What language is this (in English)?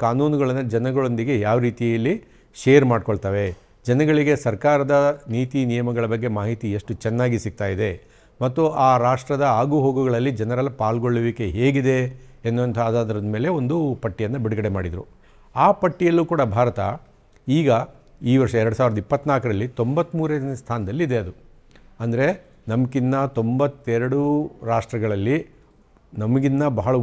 Kannada